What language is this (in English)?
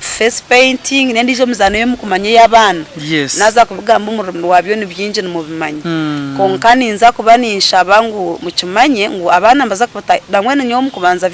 Nyankole